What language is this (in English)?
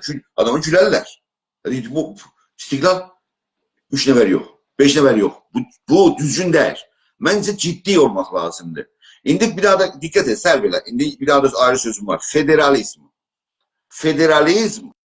South Azerbaijani